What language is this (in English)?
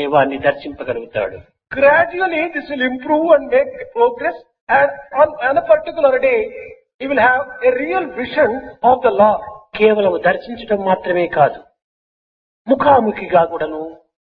Telugu